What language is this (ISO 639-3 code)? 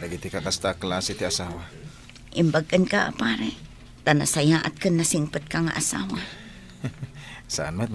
ilo